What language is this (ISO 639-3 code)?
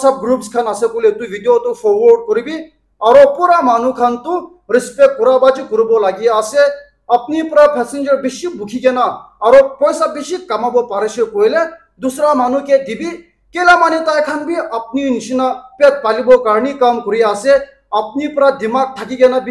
nag